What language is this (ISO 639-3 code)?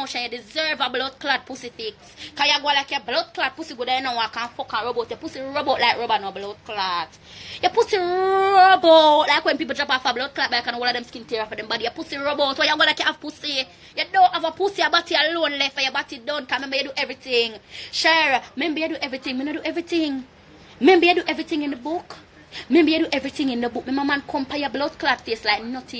jam